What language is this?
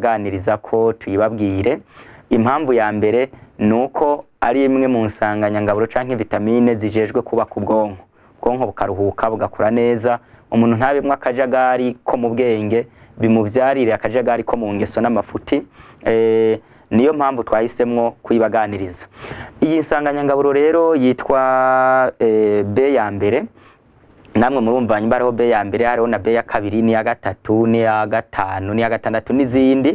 Rundi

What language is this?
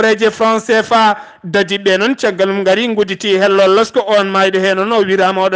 Fula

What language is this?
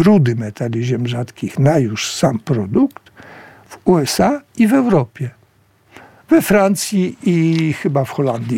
Polish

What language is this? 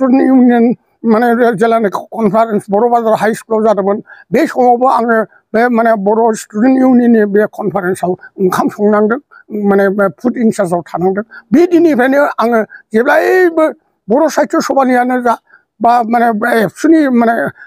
Bodo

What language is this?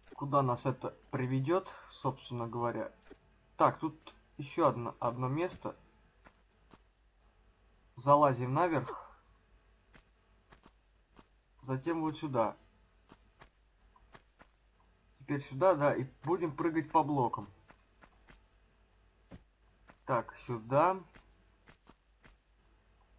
Russian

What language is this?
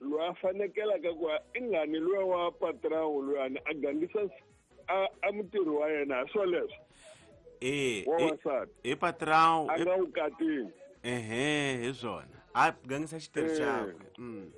Tsonga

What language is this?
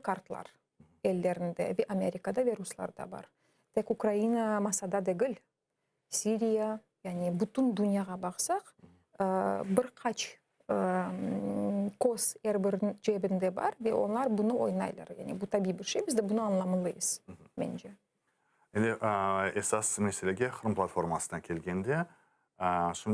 Crimean Tatar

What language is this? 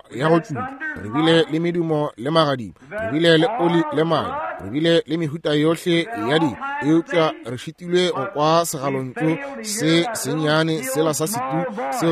Northern Sotho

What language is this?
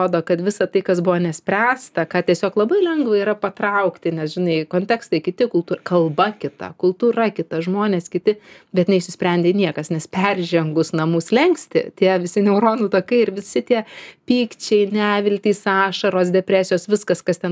Lithuanian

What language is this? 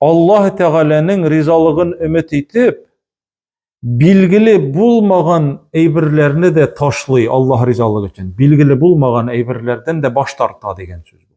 Tatar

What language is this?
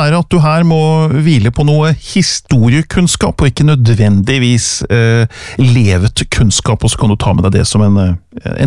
Norwegian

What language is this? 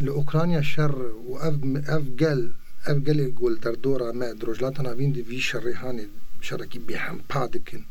Kurdish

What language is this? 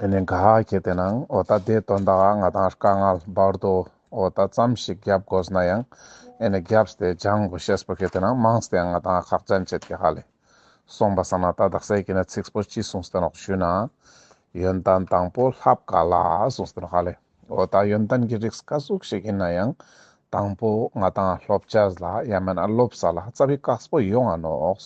Ladakhi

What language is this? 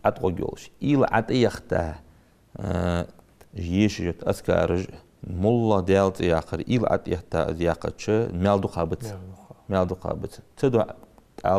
Ingush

